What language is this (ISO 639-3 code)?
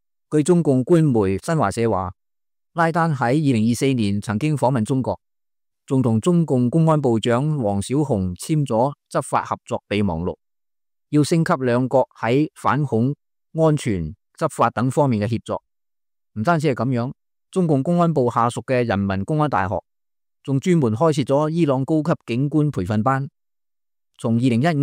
yue